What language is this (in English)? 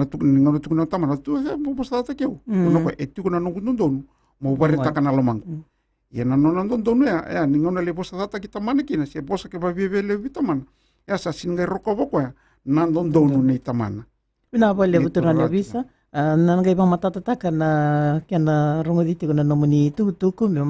Fijian